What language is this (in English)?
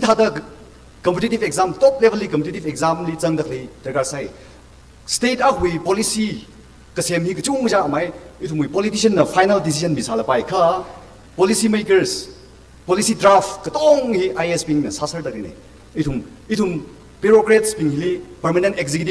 Tangkhul Naga (India)